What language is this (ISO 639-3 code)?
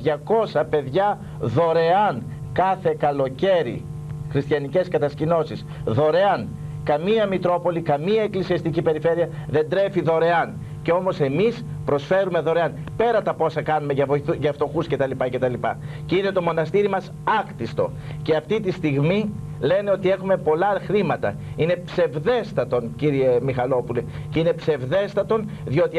ell